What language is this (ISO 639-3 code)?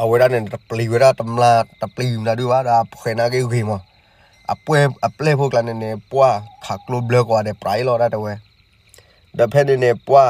ksw